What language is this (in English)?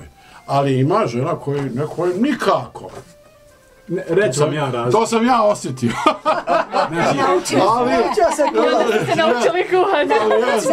Bosnian